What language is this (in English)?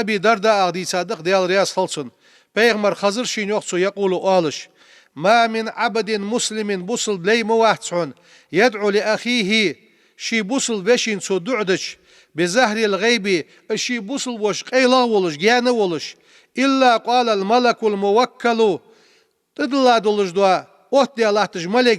Ingush